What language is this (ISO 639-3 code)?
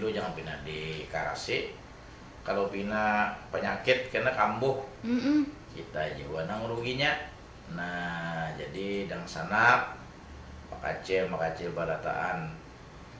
bjn